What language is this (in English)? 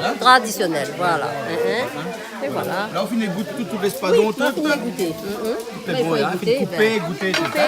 Réunion Creole French